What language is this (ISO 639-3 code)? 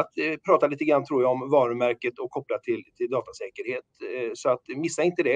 swe